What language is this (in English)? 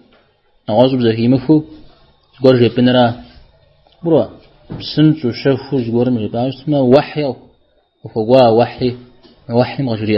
Kabardian